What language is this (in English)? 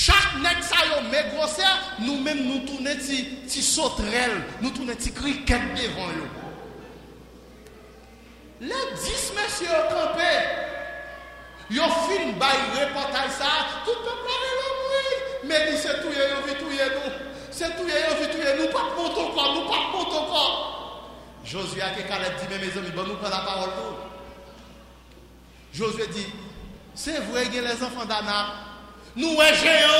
Haitian Creole